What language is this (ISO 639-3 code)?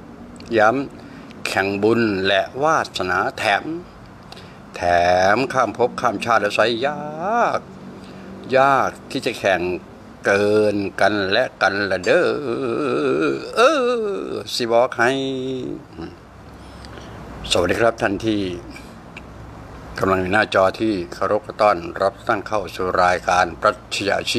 tha